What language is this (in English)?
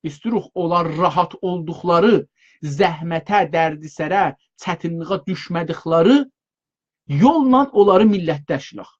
South Azerbaijani